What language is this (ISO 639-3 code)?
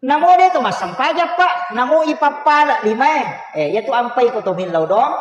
bug